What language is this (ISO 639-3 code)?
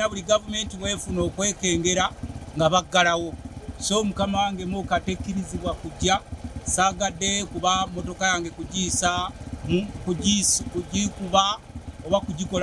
lug